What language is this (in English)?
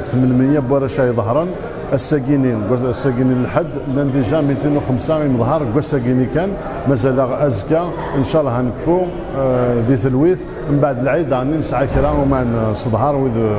Kabyle